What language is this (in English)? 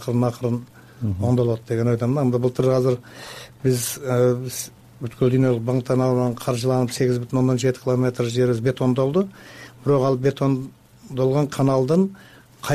Kyrgyz